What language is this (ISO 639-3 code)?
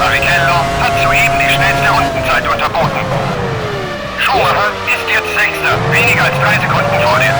bar